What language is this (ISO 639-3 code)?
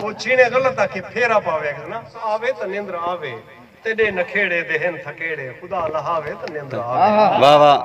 skr